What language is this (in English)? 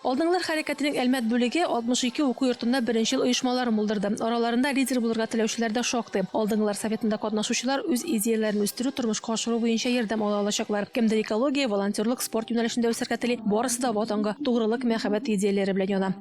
Tatar